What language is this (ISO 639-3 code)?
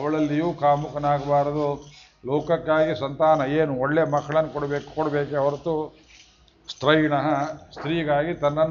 kan